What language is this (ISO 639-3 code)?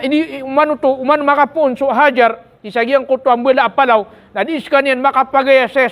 mrw